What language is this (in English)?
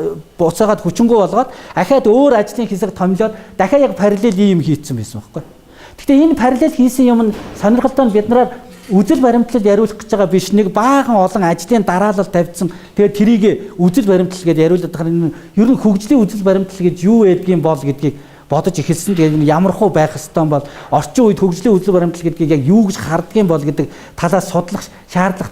Mongolian